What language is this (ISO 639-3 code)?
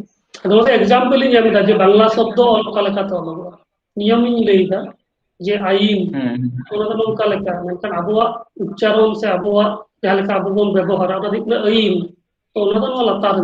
sat